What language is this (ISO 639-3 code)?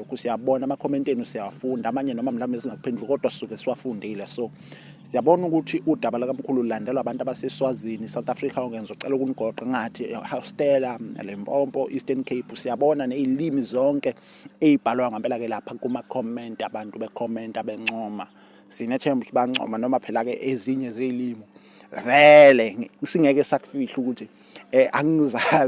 zul